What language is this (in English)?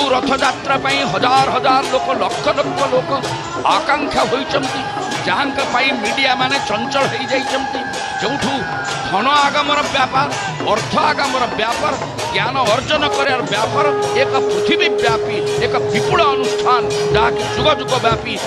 Odia